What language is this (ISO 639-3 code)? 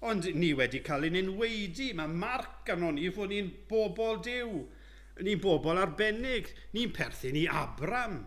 cym